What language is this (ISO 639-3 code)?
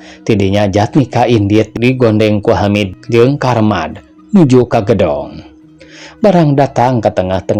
sun